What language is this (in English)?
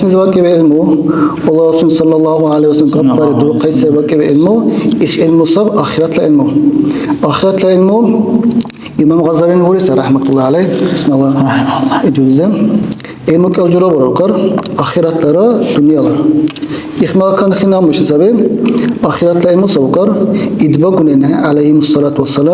Dargwa